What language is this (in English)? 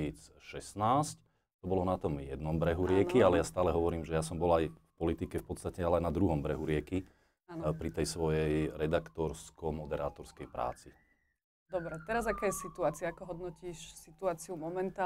Slovak